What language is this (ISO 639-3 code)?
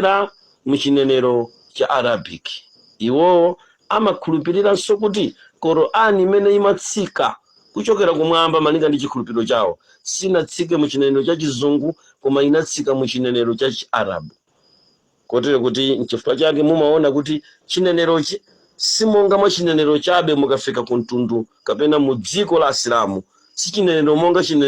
nya